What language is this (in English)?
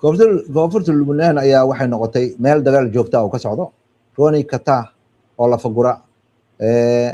Somali